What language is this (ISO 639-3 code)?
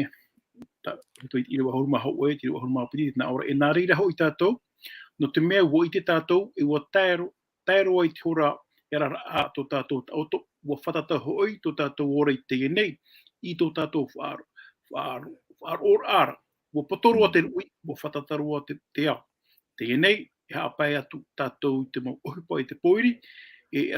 tah